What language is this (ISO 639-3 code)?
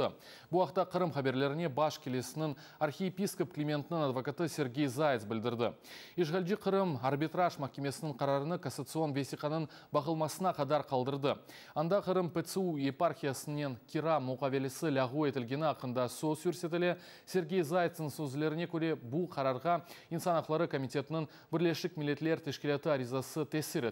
crh